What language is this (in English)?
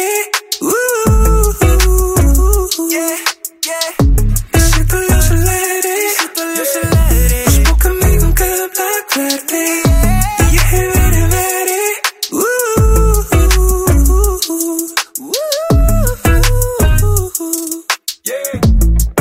Icelandic